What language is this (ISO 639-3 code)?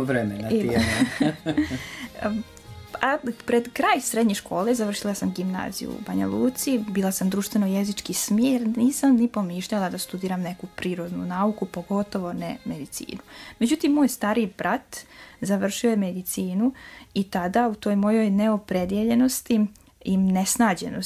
srp